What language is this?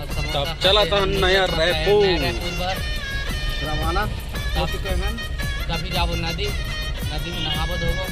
Chhattisgarhi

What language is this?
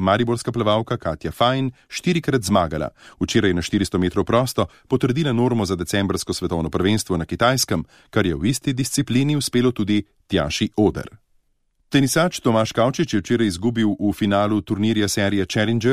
Slovenian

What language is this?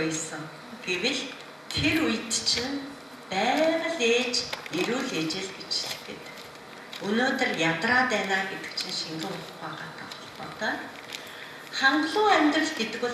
Mongolian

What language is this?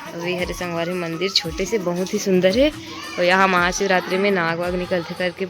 Chhattisgarhi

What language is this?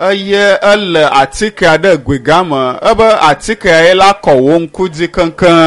Ewe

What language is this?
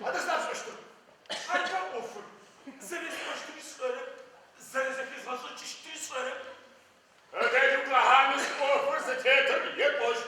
Adyghe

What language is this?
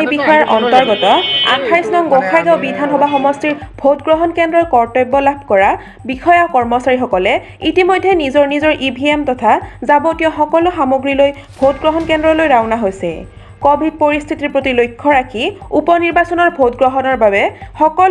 Assamese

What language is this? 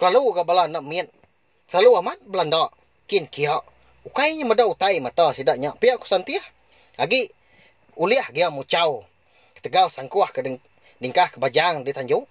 Iban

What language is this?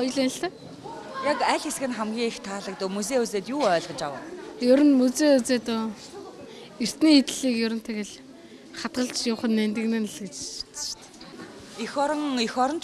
Mongolian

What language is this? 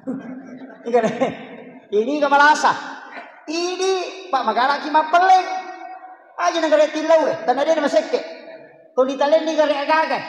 Buginese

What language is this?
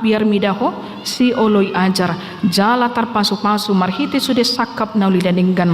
Batak Toba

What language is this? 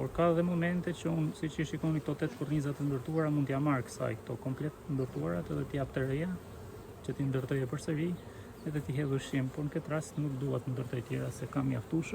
Albanian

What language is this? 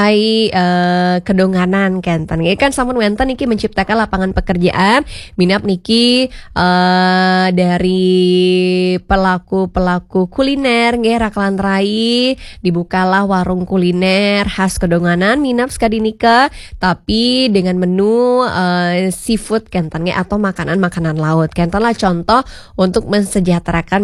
Balinese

